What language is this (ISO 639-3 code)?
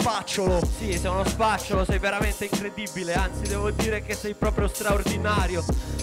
ita